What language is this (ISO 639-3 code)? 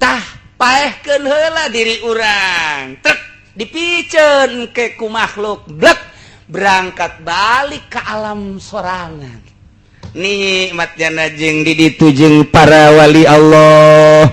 sun